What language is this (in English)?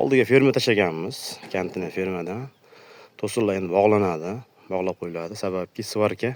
Uzbek